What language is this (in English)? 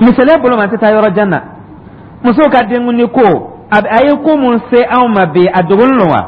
Dyula